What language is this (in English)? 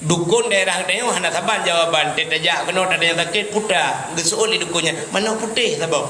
Achinese